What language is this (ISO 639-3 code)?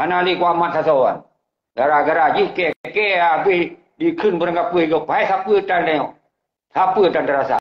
ace